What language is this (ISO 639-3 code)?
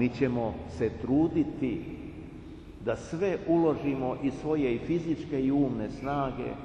srp